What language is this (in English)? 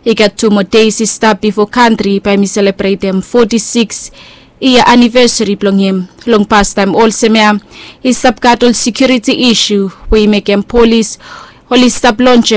Bislama